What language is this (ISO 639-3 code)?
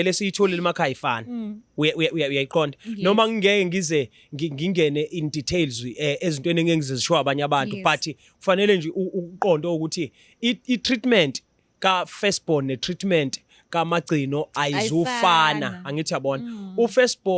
zul